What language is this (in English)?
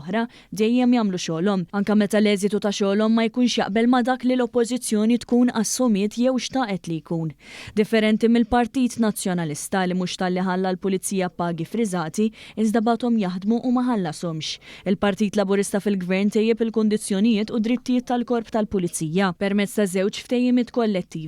Maltese